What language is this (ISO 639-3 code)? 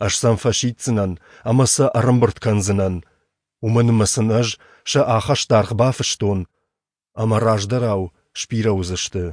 oss